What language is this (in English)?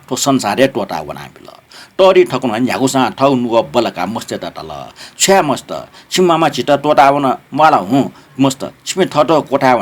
Newari